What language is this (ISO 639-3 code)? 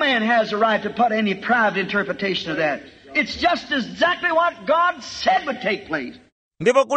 tum